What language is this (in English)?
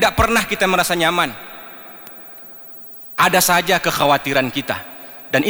Indonesian